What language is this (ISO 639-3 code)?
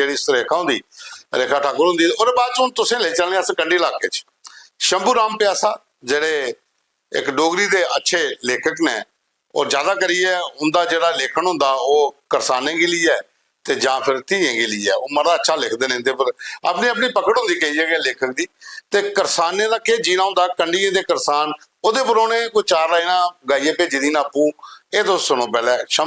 doi